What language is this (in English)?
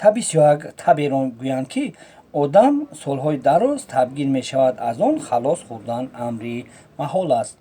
Tajik